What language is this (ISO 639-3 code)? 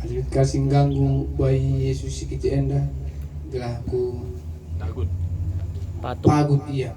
btx